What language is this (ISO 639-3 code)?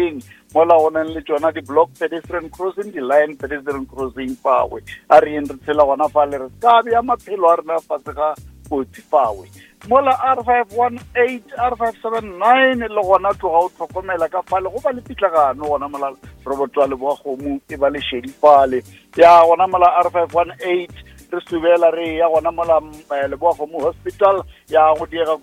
nso